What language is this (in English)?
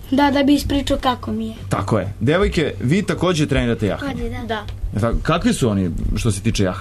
Serbian